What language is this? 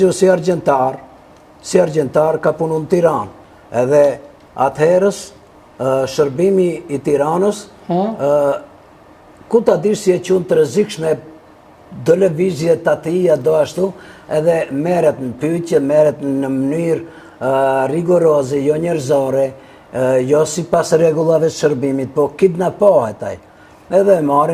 Albanian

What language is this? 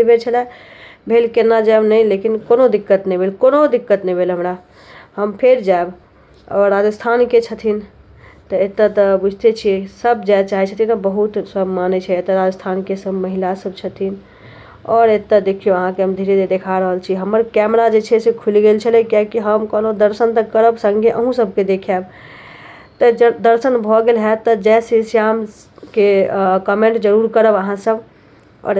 Maithili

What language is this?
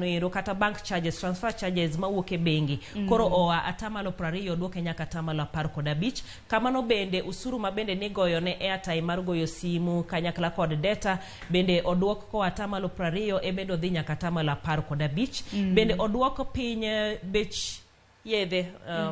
Luo (Kenya and Tanzania)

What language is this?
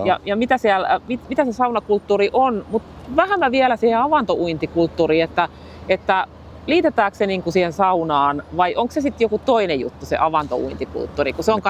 Finnish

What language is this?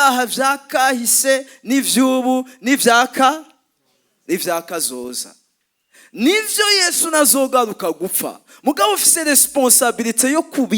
Rundi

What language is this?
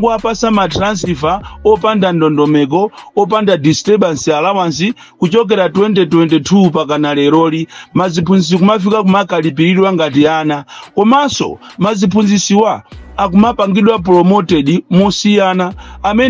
Nyanja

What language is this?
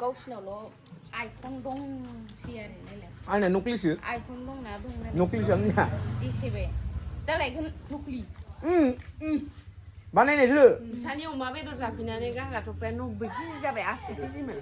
Bodo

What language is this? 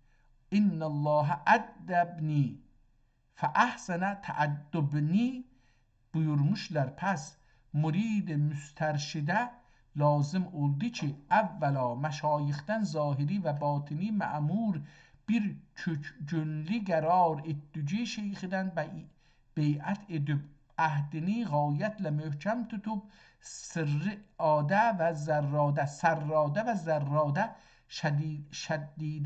South Azerbaijani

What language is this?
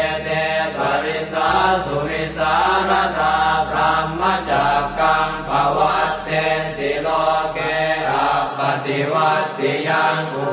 Pali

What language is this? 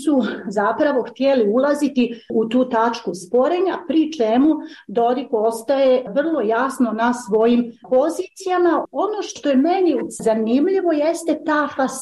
Bosnian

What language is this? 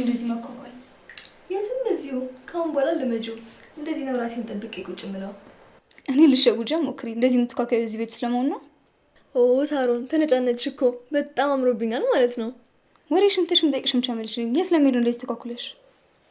Amharic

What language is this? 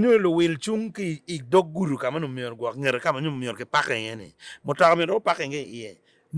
Acoli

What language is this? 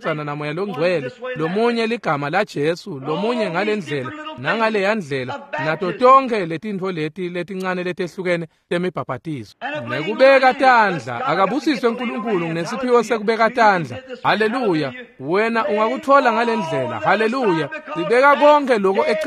Swati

